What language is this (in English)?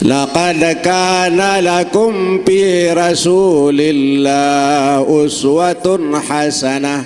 Sasak